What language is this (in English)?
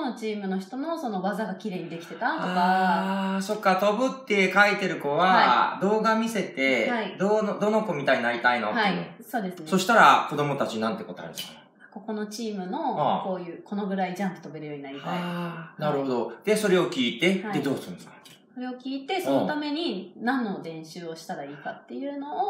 Japanese